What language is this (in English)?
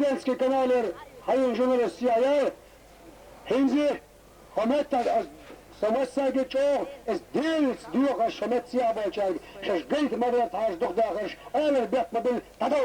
Chechen